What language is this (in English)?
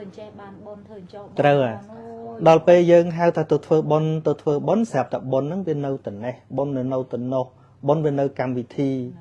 Khmer